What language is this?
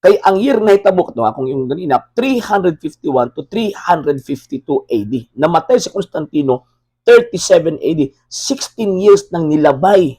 Cebuano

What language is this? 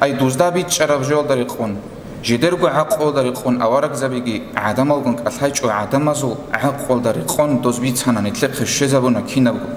Avaric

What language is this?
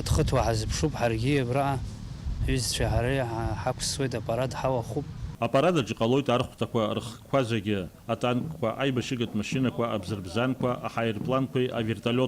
Abkhazian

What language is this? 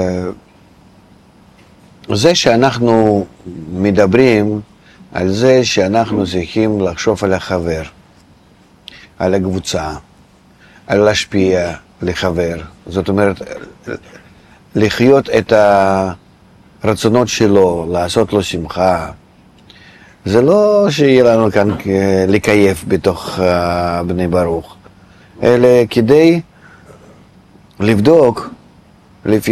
Hebrew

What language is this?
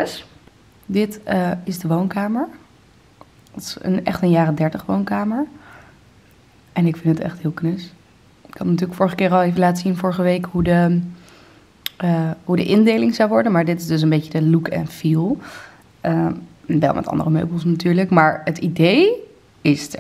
Dutch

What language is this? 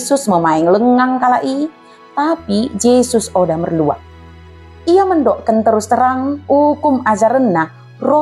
Batak Dairi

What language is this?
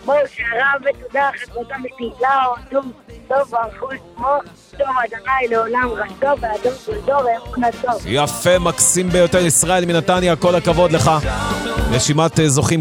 Hebrew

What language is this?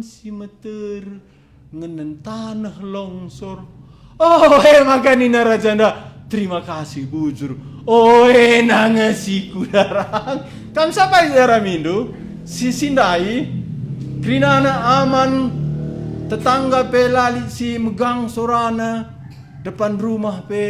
Batak Karo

